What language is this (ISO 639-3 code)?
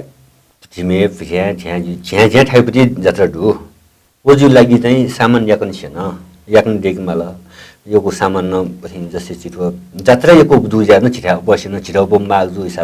new